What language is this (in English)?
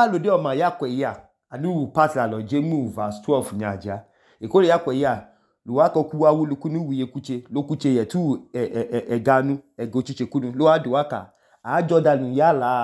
Idoma